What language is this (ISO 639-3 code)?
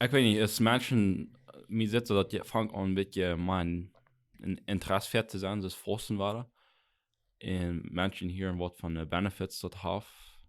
pdt